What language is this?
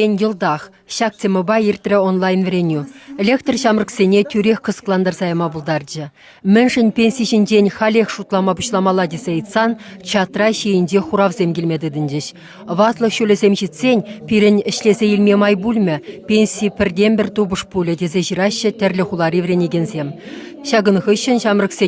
Chuvash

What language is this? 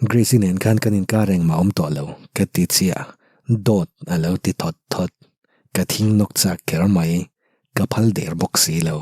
Mizo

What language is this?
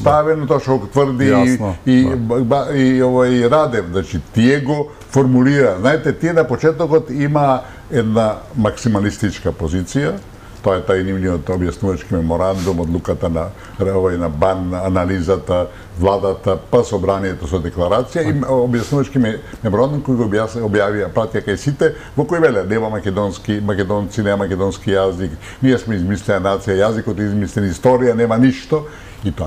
Macedonian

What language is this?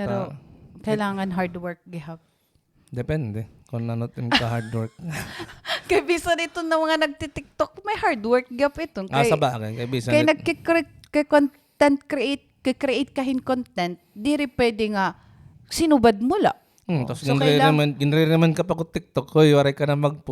Waray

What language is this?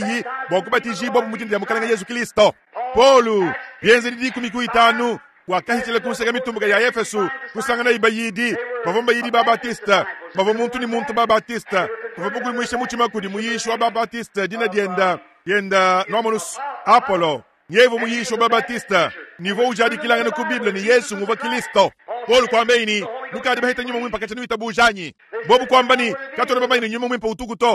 Luba-Lulua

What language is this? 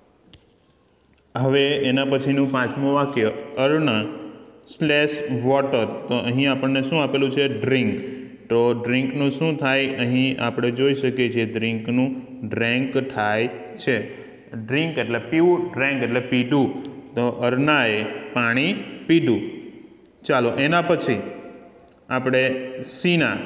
Gujarati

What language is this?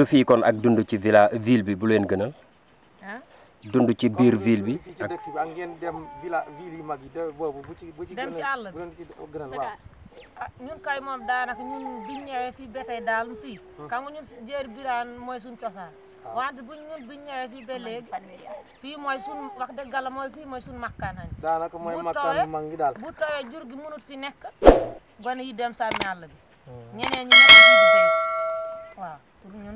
Wolof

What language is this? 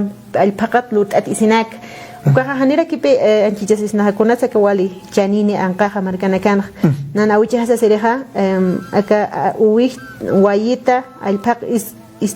Aymara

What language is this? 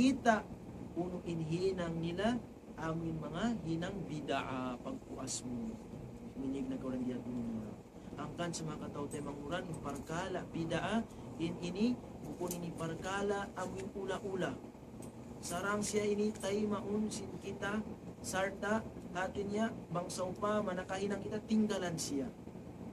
Tausug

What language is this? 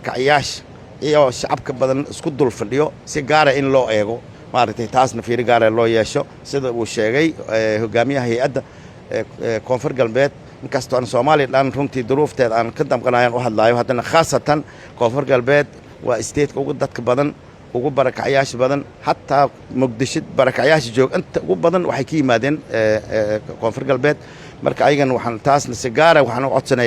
Somali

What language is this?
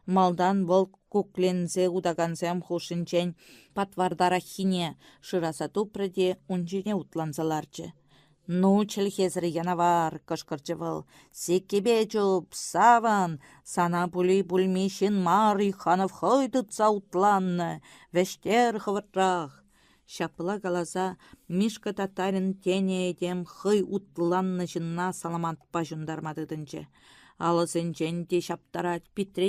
Chuvash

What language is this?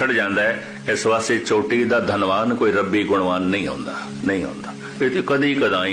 Punjabi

